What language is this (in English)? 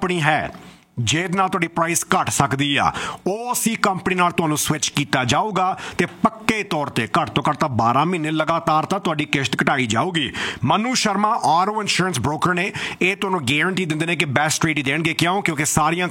Punjabi